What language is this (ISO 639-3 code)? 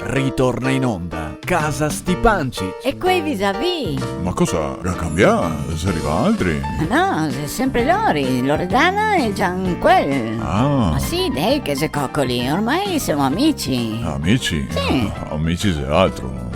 vec